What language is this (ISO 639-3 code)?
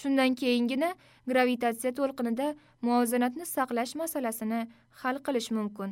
uzb